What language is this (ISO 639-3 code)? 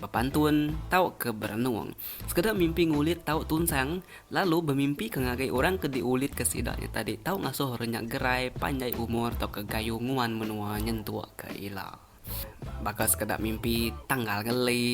iba